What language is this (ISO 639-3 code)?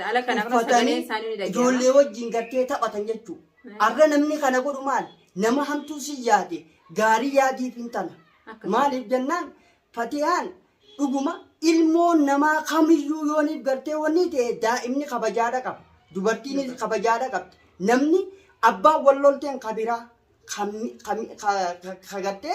orm